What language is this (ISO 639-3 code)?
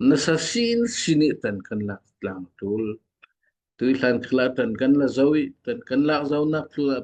cfm